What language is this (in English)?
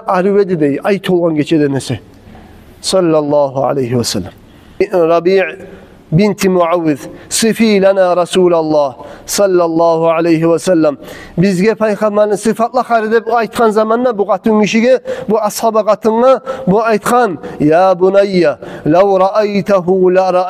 Kumyk